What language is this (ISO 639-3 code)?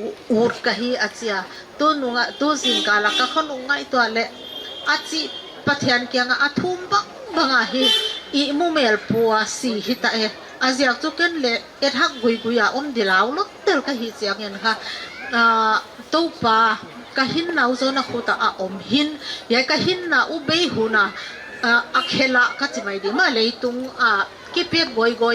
pck